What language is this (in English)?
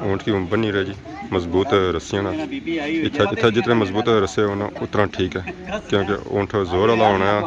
Pahari-Potwari